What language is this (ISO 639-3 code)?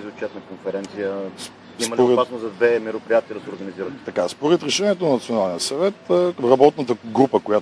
bul